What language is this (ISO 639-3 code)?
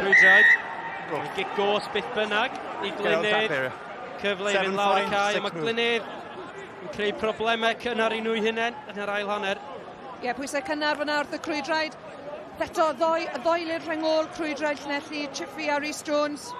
cym